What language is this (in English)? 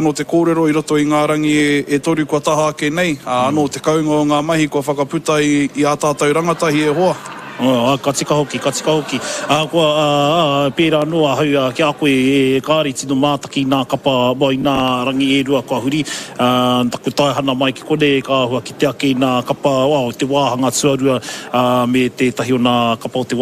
Māori